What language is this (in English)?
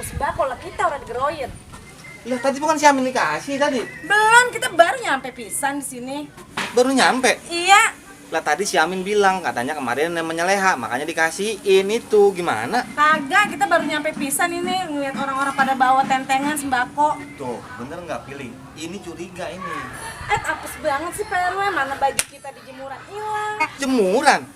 Betawi